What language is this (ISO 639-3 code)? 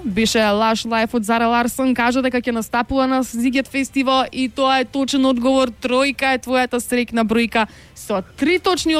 mkd